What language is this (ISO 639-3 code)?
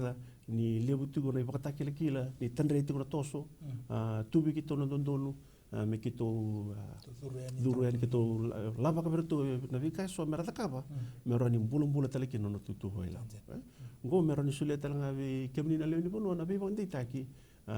fij